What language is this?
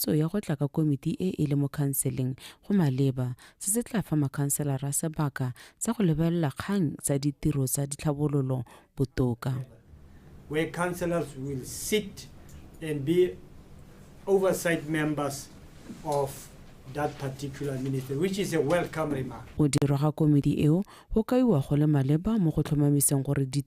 Tswana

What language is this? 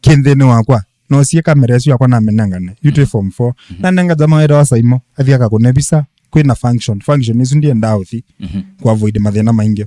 Kamba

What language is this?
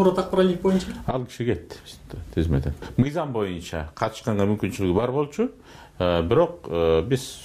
Kyrgyz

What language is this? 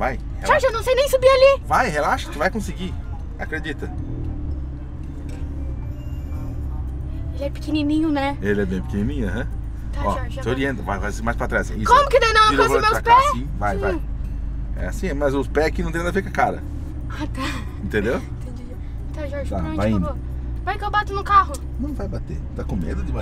Portuguese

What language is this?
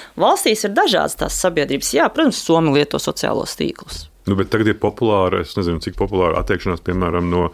Latvian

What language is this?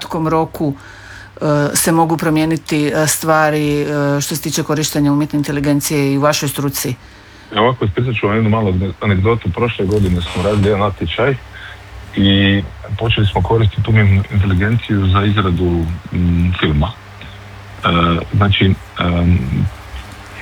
Croatian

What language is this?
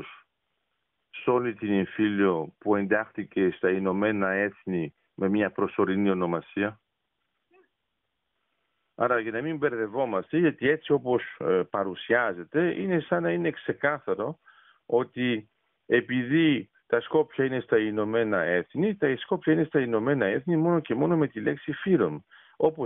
Greek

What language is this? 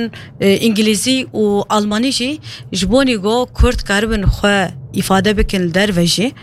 Kurdish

